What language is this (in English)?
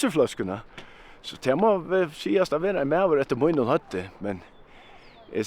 Faroese